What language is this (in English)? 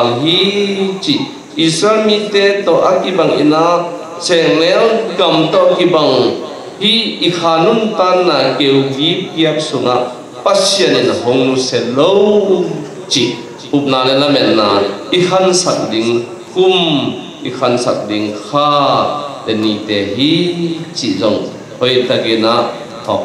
Tedim Chin